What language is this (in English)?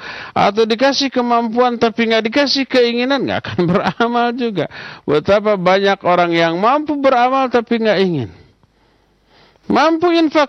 Indonesian